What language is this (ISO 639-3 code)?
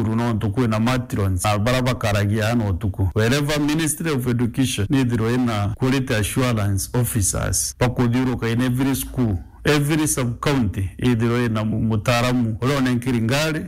mer